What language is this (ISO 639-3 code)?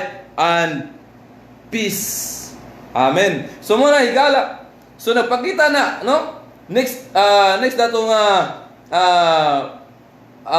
ceb